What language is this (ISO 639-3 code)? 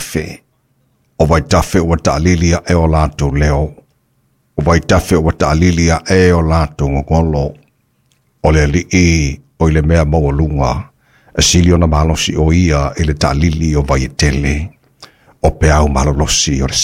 smo